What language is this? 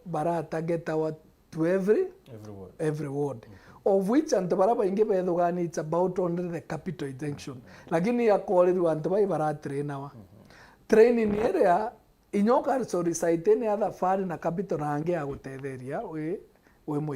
Meru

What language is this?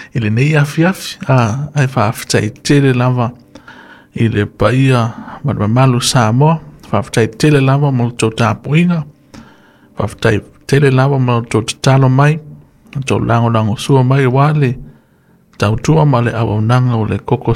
Samoan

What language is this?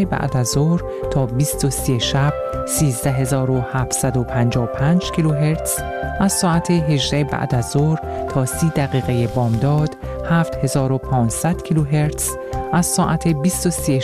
Persian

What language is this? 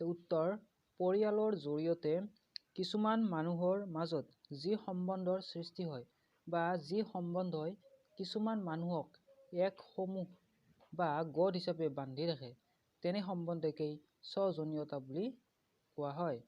Assamese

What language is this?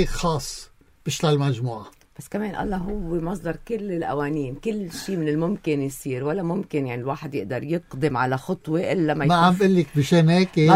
North Levantine Arabic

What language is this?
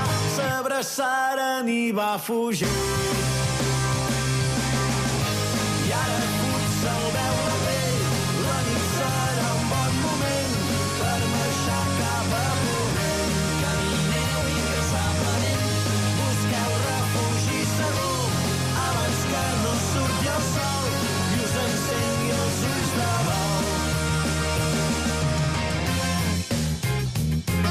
Catalan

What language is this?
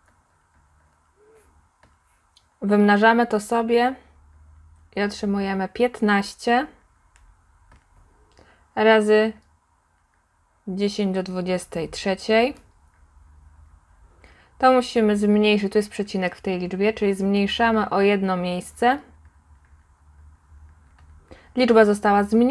Polish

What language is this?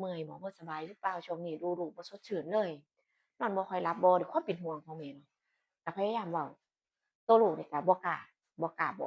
Northeastern Thai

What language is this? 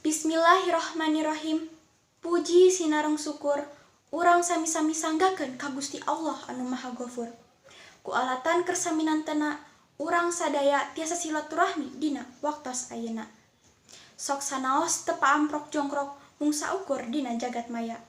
Sundanese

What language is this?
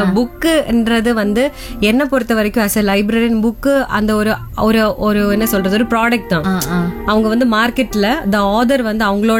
Tamil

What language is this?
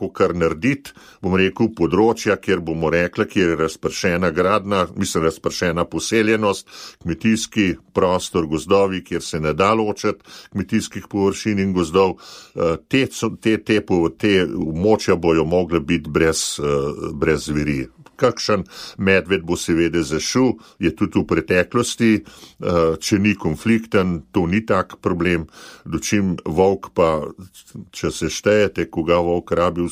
Slovenian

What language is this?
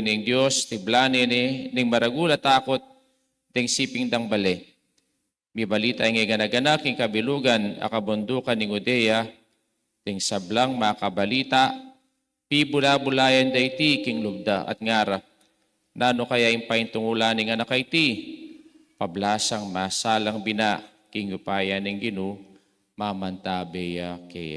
Pampanga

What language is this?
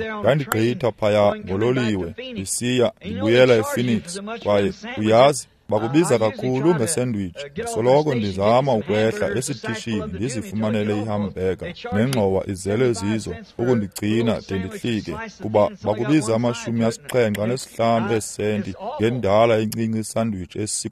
Xhosa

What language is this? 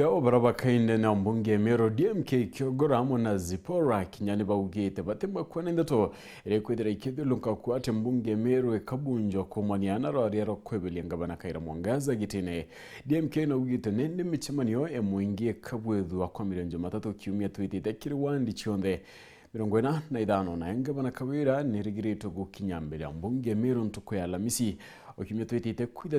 Meru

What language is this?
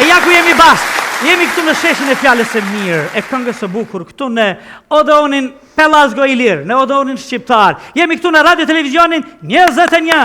Albanian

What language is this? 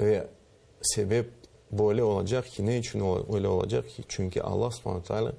Crimean Tatar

